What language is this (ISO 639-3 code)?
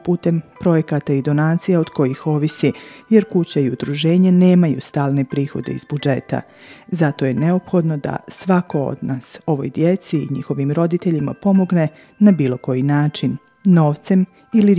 bos